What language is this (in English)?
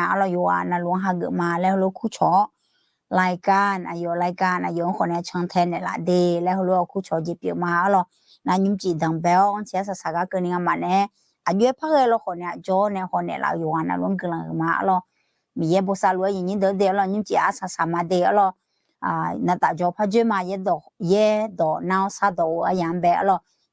Akha